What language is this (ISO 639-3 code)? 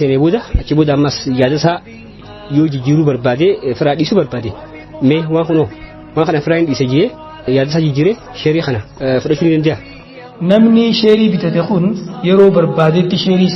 orm